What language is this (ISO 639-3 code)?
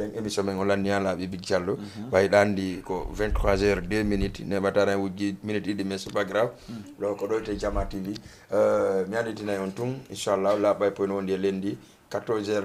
ful